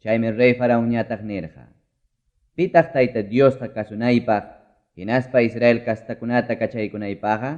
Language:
Ayacucho Quechua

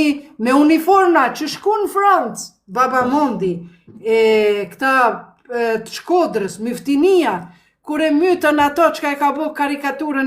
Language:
Albanian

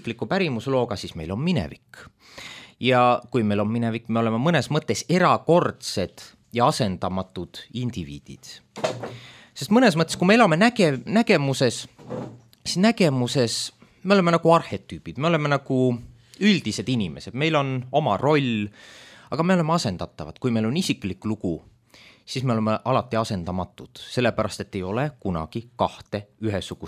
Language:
Estonian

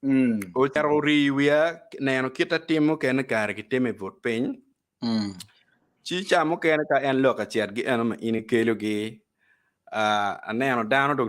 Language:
Acoli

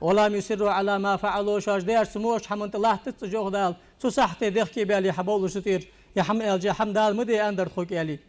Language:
Ingush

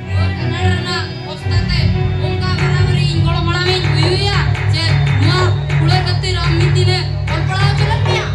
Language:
Santali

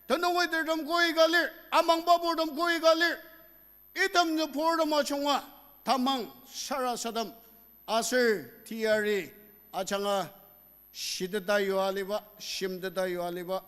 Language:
Ao Naga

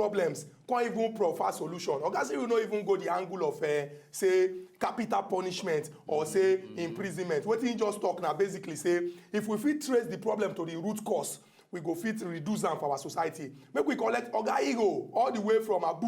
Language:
Nigerian Pidgin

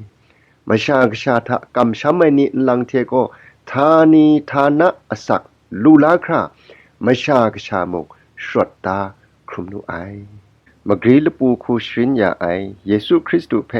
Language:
Kachin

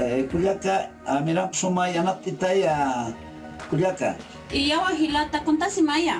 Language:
Aymara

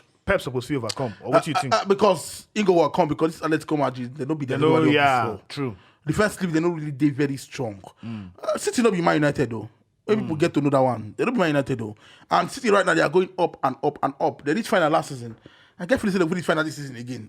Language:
Nigerian Pidgin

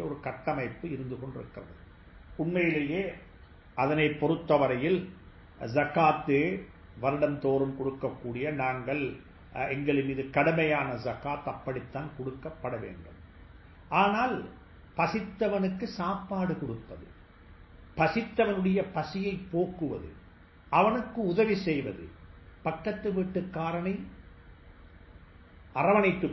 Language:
Tamil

